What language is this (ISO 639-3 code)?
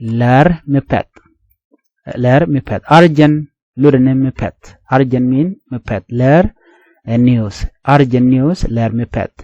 nus